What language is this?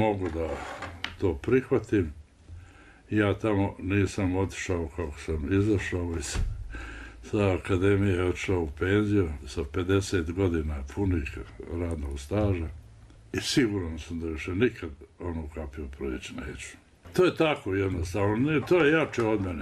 Bosnian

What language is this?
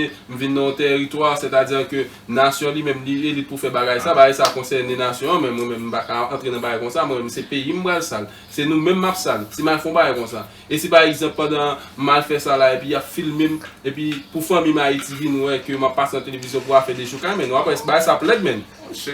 Haitian Creole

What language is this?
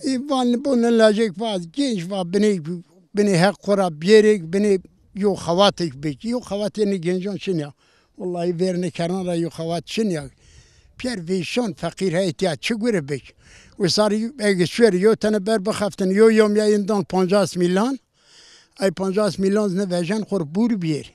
Zaza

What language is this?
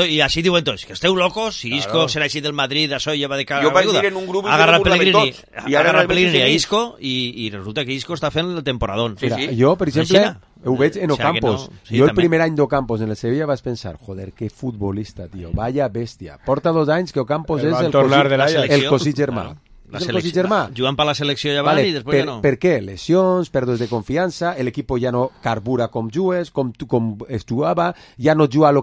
Catalan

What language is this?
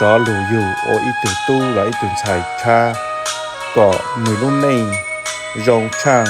Hmong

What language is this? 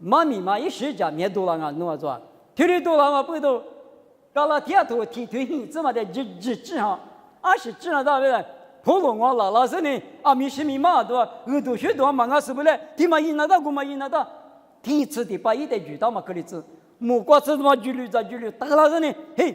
Lisu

